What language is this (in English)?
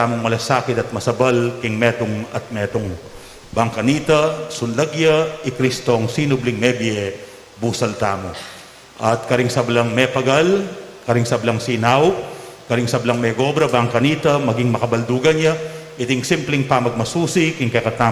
Pampanga